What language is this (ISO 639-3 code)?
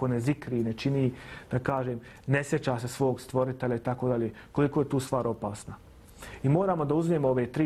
bos